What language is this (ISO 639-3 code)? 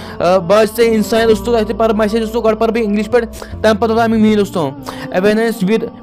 kas